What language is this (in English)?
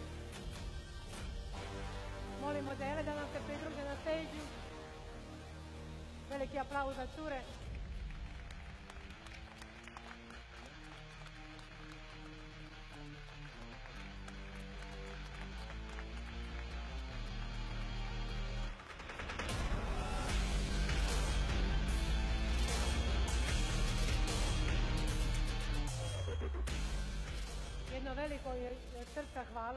Croatian